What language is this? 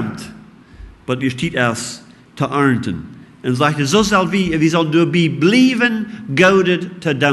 Plautdietsch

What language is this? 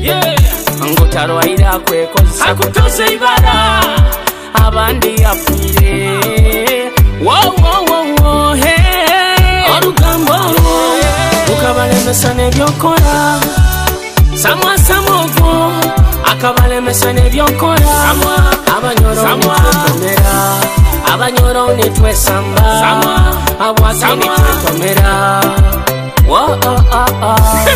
Nyoro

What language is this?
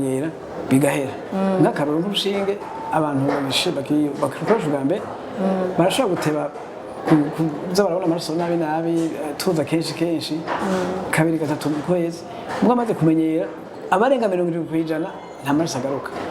Rundi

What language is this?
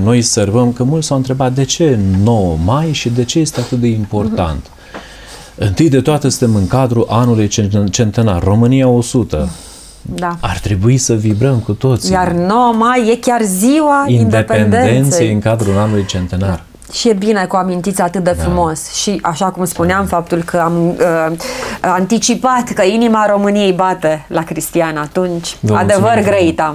Romanian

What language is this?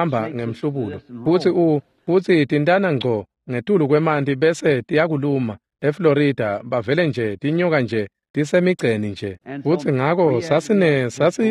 Swati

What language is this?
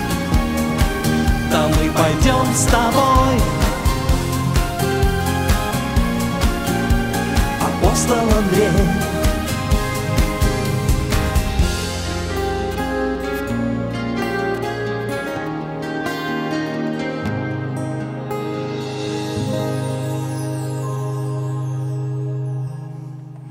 Russian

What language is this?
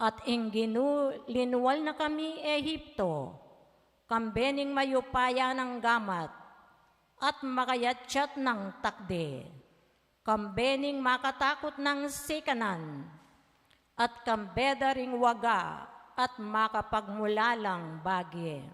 Pampanga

